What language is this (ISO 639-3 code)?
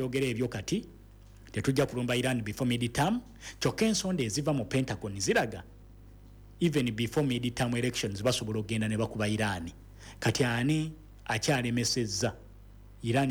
lug